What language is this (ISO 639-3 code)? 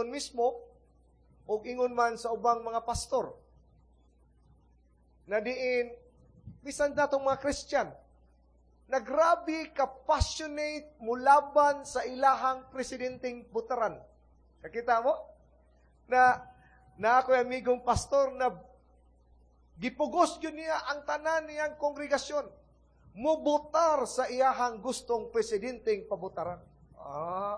ceb